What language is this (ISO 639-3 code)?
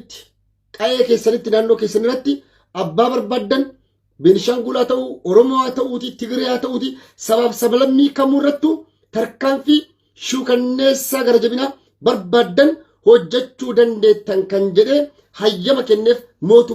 orm